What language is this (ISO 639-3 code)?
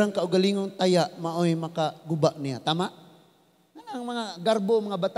ceb